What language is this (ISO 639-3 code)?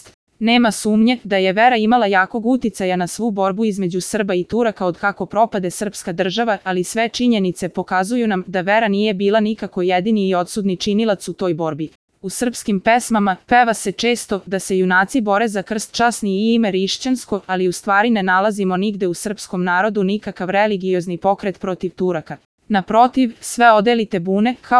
srp